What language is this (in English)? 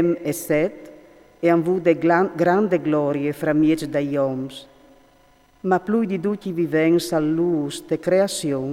Friulian